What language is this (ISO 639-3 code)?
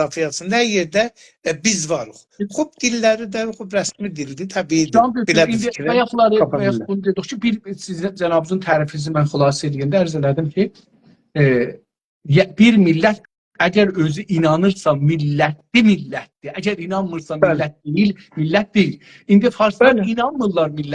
azb